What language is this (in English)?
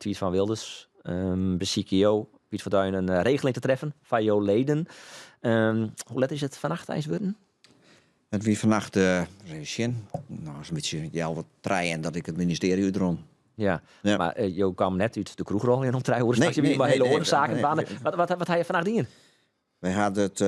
Western Frisian